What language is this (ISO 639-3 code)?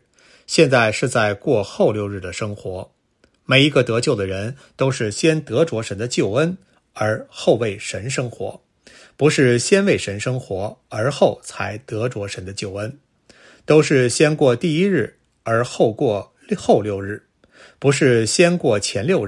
zho